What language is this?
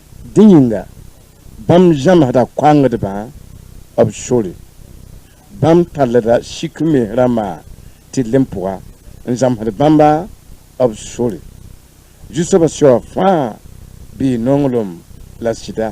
Mossi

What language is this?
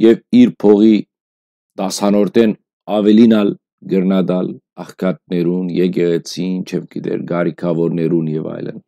Western Armenian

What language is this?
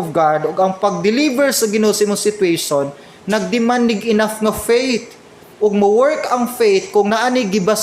Cebuano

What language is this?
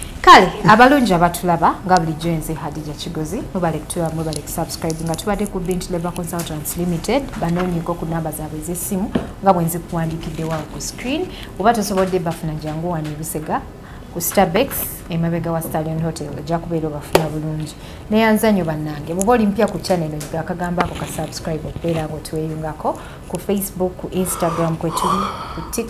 Ganda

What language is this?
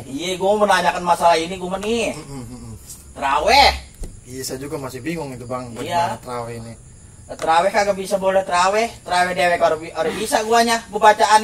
Betawi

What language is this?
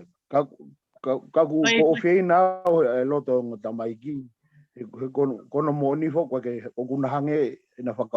Tongan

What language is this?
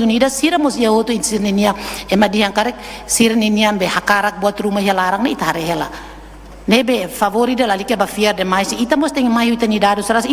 Tetum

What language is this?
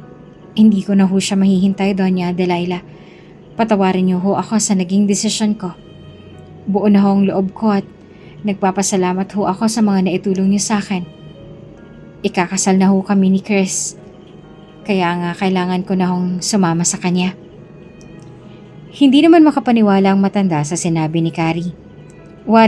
Filipino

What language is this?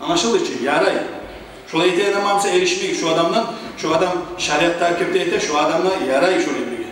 Kumyk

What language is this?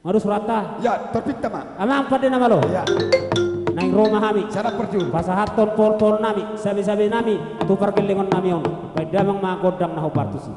Batak Toba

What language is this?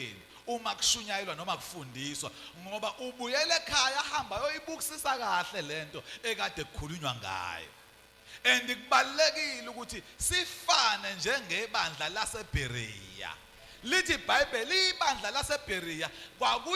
Zulu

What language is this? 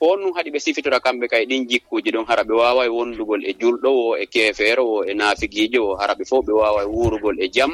Fula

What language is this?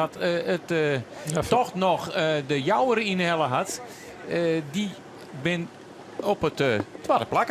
Western Frisian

